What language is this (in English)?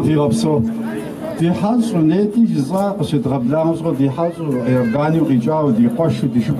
Kabardian